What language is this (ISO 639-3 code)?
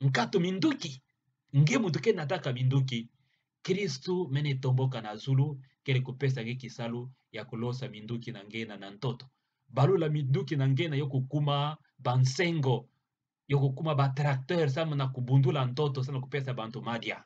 ktu